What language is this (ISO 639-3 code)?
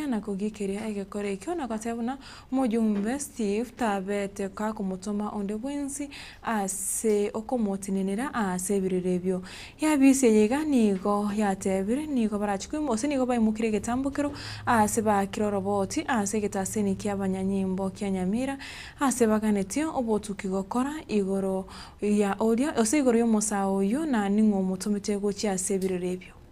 guz